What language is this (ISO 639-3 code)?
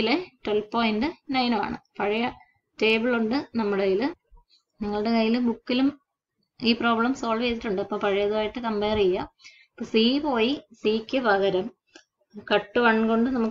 mal